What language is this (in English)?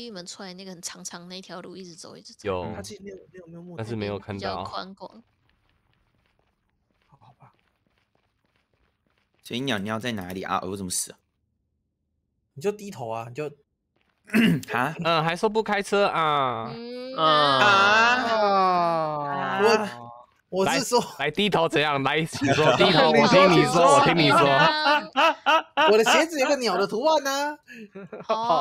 Chinese